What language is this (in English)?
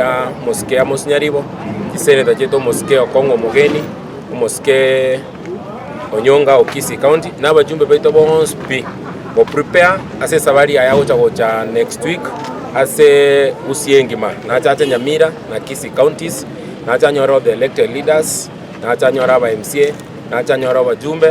Gusii